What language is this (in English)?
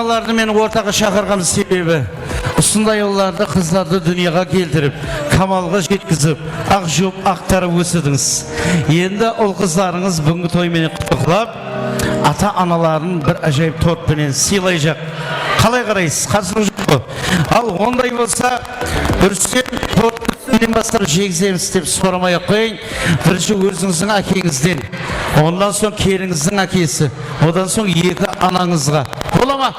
Kara-Kalpak